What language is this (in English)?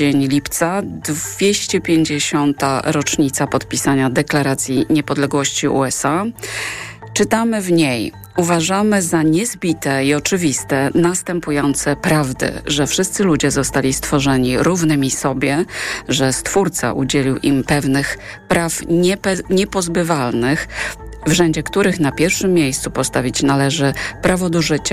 Polish